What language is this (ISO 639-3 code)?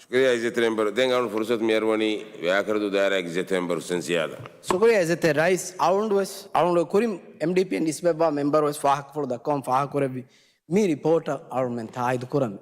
div